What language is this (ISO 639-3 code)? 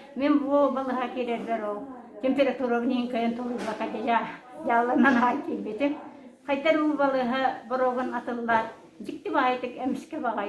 sah